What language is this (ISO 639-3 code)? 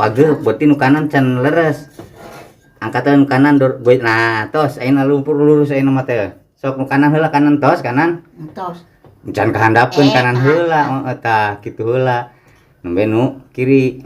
sun